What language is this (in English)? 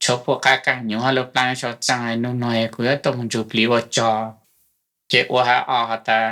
Hmong